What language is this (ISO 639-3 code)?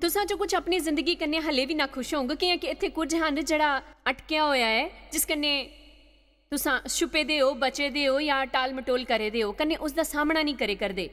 doi